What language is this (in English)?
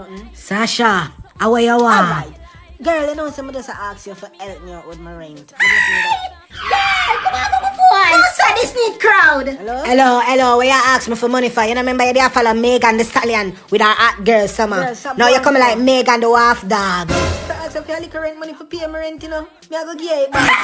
Jamaican Creole English